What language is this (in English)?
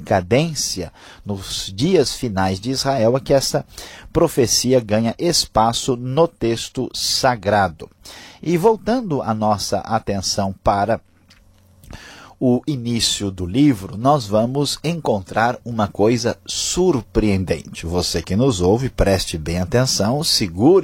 Portuguese